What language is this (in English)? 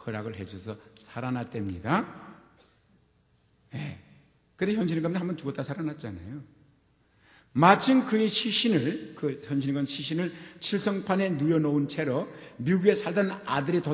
Korean